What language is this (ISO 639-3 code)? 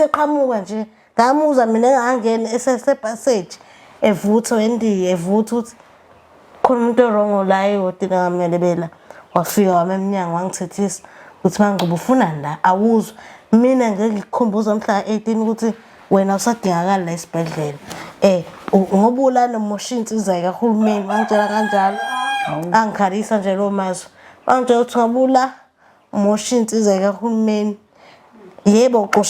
zul